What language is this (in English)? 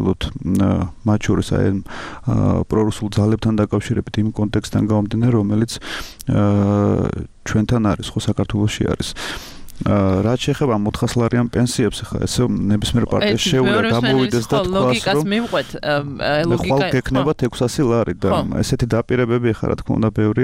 Georgian